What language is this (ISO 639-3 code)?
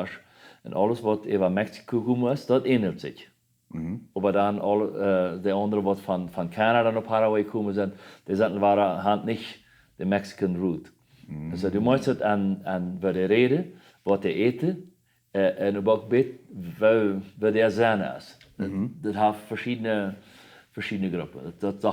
pdt